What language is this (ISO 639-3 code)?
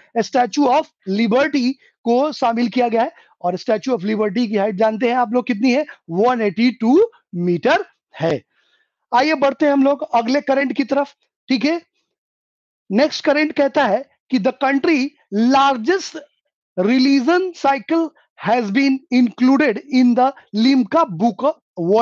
hin